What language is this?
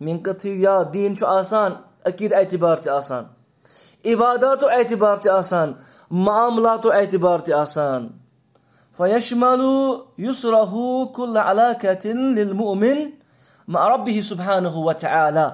Kashmiri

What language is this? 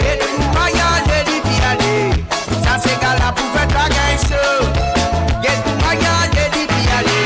Morisyen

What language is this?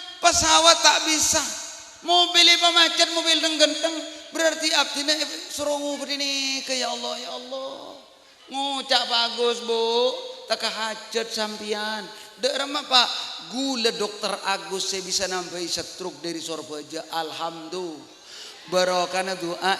Madurese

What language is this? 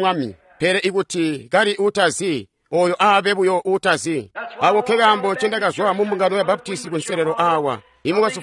Tonga (Zambia)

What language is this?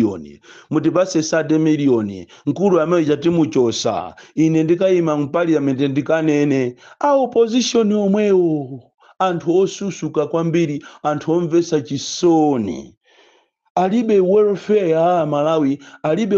Nyanja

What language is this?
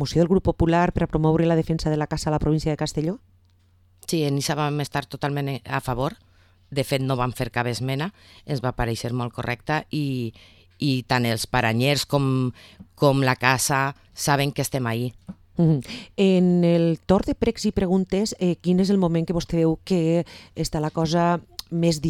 Catalan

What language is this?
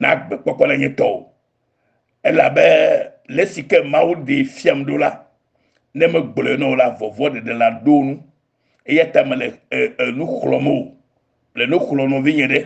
Ewe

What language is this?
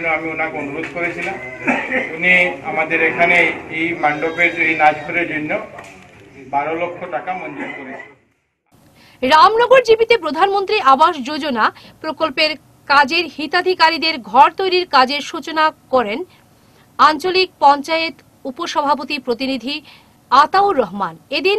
Bangla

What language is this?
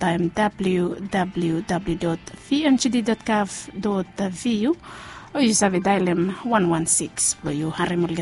Bislama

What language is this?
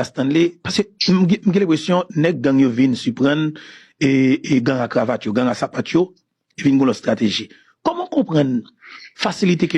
Haitian Creole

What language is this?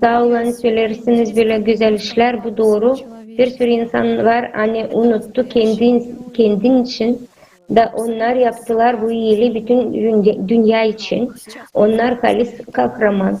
Gagauz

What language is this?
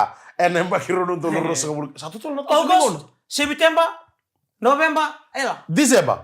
Fijian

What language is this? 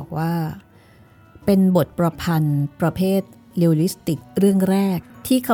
Thai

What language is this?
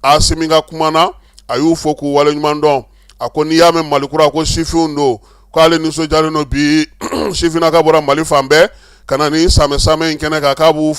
Bambara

